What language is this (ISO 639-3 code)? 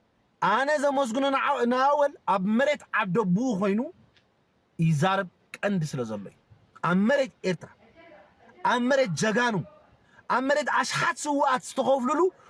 tir